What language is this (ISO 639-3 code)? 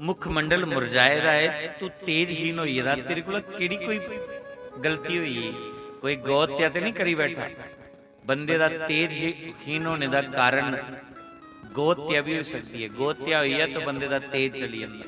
doi